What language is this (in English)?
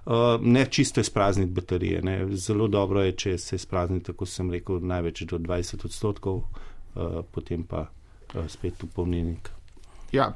Slovenian